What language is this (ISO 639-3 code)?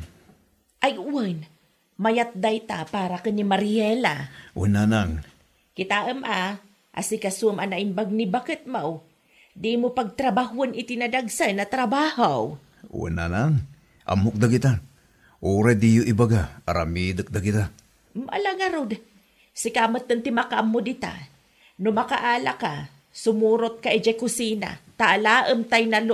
ilo